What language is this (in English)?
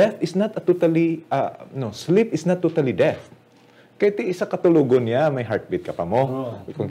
Hiligaynon